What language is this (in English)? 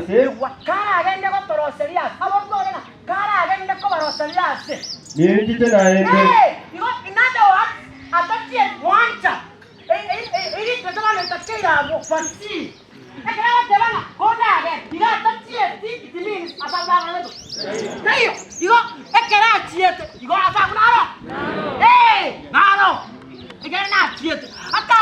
Gusii